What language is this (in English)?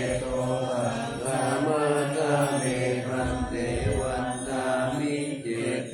Pali